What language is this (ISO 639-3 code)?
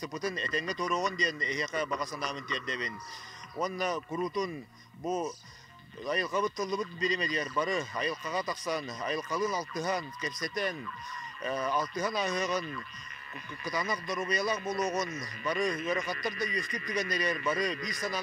sah